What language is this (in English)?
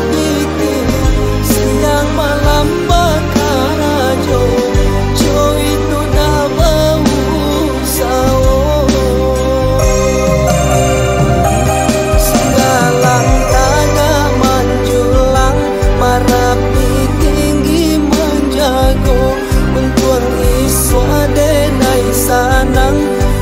Minangkabau